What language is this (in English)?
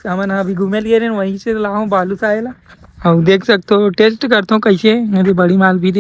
Chhattisgarhi